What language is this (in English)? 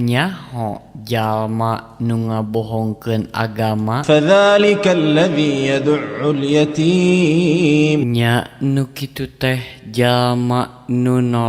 Sundanese